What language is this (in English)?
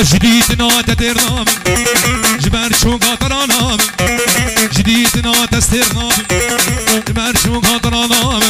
Kurdish